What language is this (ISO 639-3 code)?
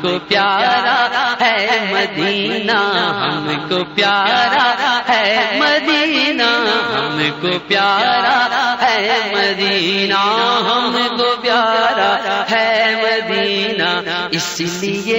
urd